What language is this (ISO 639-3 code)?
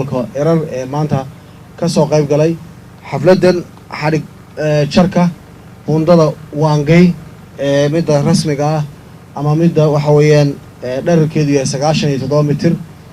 som